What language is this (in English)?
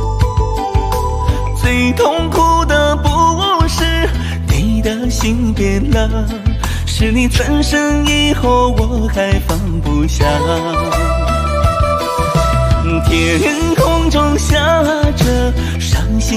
Chinese